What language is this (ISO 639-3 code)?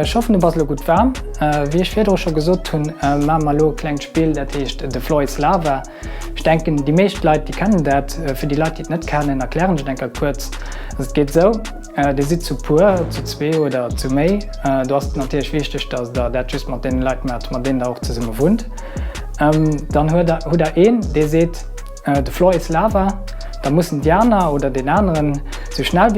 ltz